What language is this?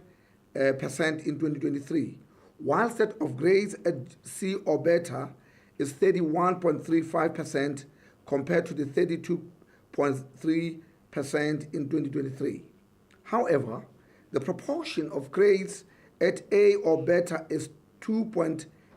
Tswana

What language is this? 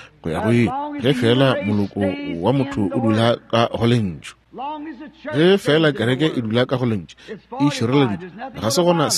Northern Sotho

